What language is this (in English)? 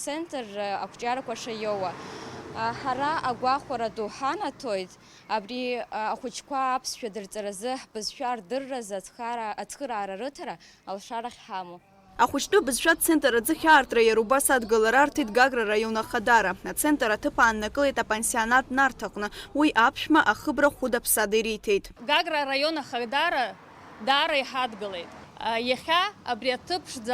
Abkhazian